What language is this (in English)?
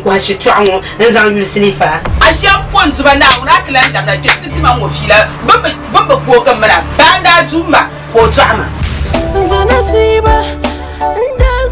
Dagbani